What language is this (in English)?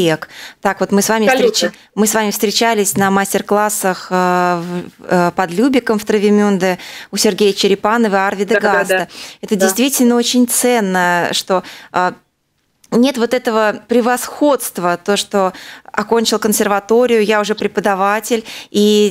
Russian